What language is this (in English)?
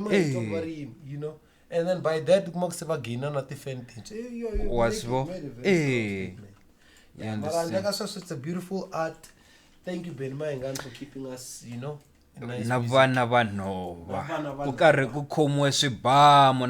Tsonga